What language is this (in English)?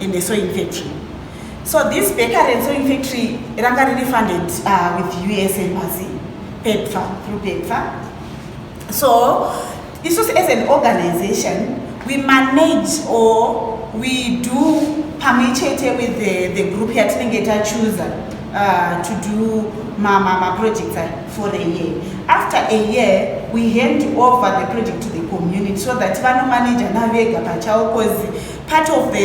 Shona